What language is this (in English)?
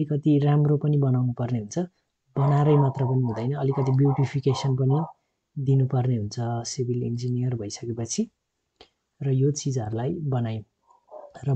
Nepali